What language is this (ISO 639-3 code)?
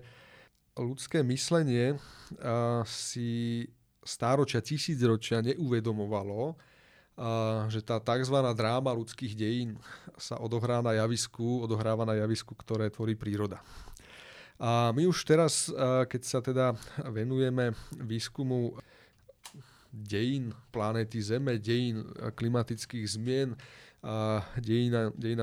slk